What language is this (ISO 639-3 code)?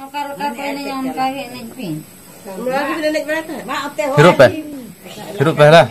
sat